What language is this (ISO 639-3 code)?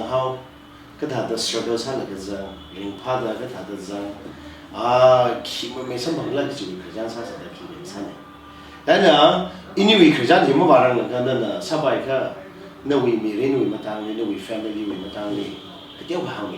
nmf